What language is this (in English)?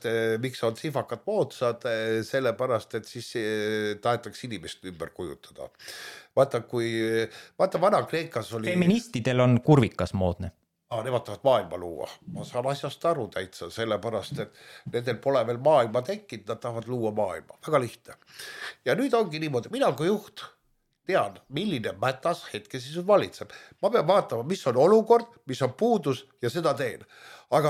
Estonian